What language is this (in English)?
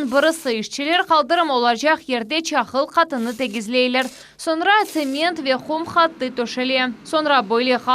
Crimean Tatar